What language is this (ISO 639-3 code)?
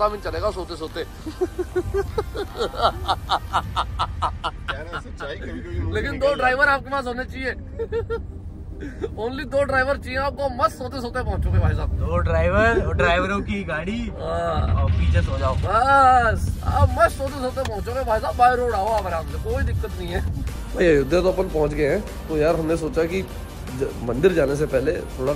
hin